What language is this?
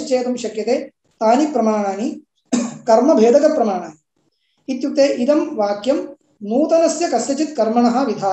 Sanskrit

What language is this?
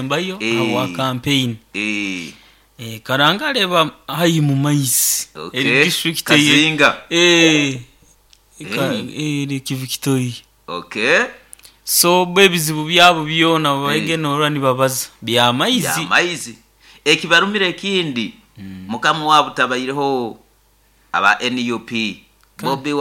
Nyoro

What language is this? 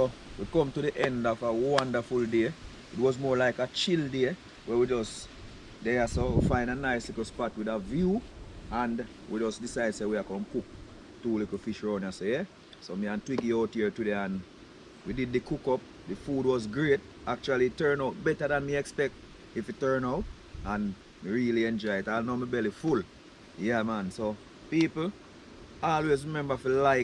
Jamaican Creole English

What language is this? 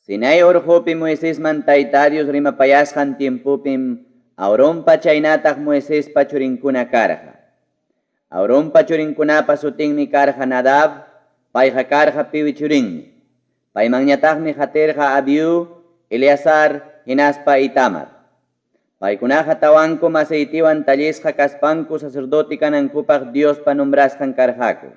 Ayacucho Quechua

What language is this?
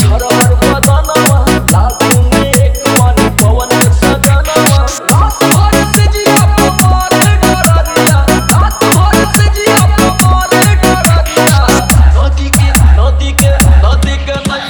Bhojpuri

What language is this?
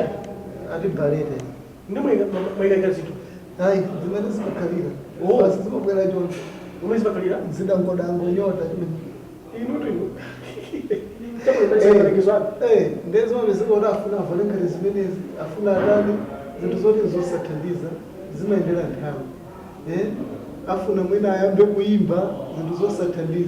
Nyanja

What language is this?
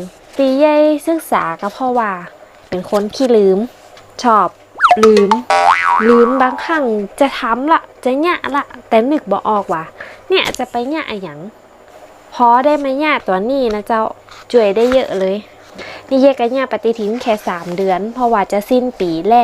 Northern Thai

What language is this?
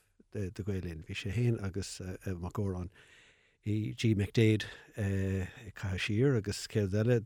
Irish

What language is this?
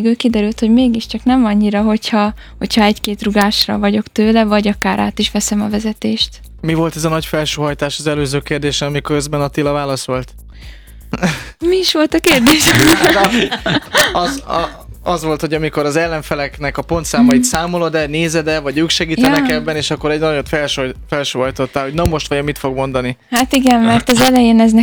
Hungarian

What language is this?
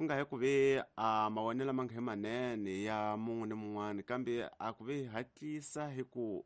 Tsonga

